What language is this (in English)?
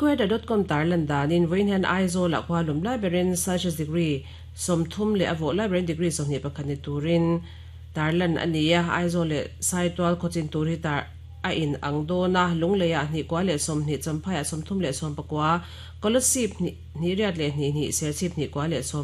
Mizo